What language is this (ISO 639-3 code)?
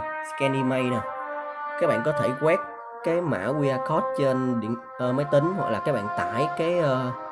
vie